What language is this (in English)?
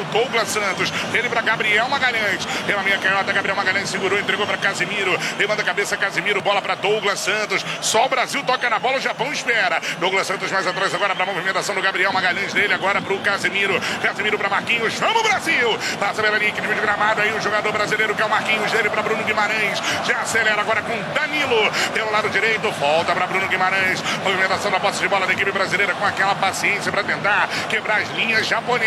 Portuguese